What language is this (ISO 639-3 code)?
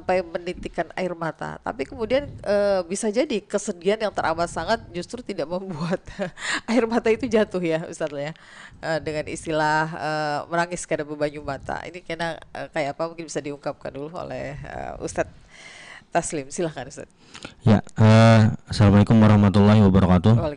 bjn